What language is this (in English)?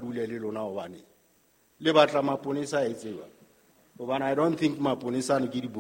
Southern Sotho